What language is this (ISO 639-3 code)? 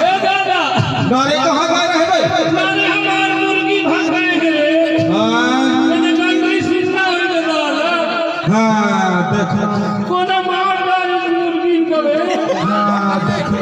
hne